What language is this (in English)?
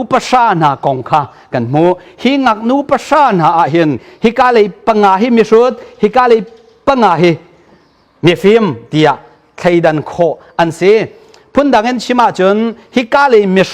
Hakha Chin